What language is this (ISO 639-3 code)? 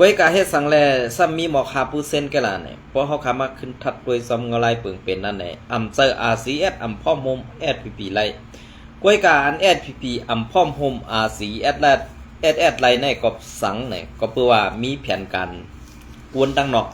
shn